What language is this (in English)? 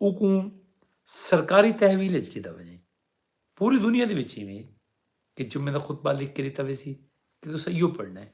Saraiki